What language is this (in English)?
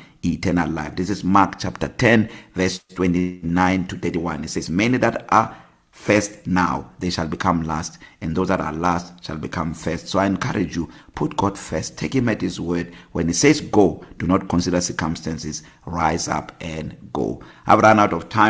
English